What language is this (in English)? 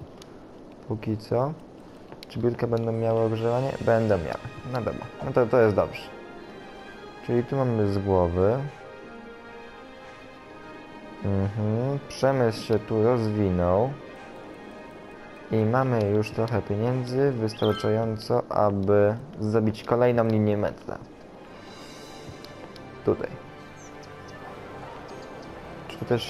Polish